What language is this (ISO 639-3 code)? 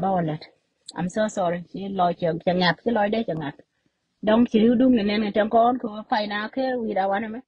nus